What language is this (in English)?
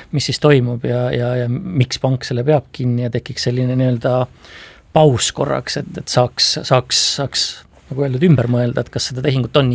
Estonian